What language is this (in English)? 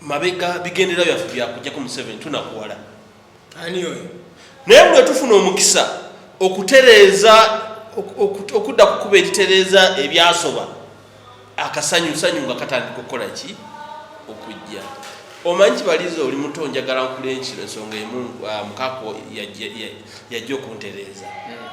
Ganda